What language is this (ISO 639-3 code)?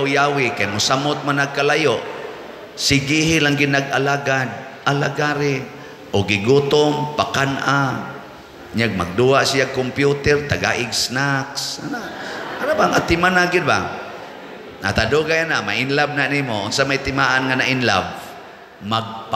ceb